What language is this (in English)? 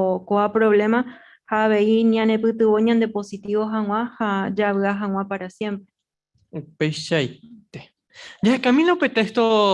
Guarani